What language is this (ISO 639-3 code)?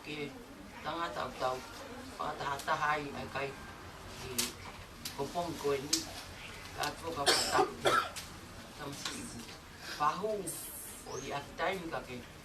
ton